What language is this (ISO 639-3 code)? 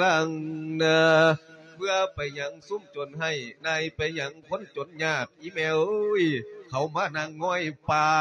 lao